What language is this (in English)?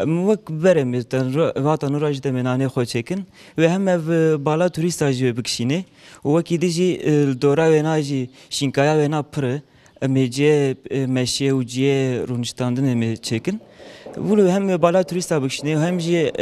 Kurdish